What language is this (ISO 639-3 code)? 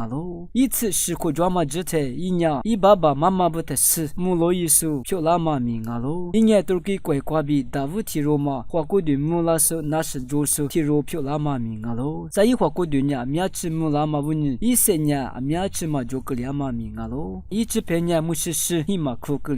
lis